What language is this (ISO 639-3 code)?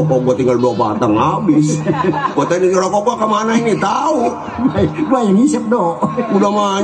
bew